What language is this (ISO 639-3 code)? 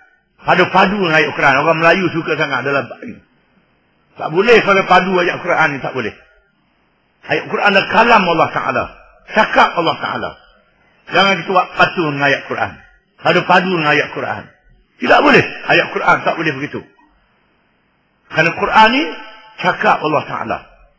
msa